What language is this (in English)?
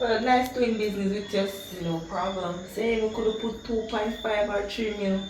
Jamaican Creole English